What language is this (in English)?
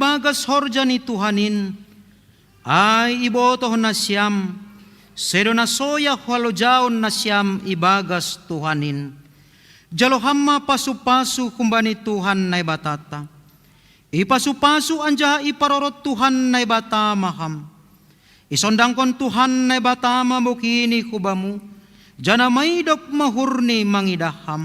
Batak Simalungun